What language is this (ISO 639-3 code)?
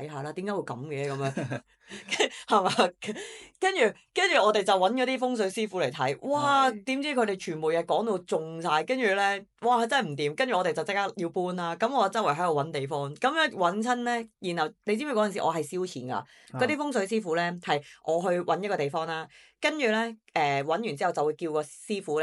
yue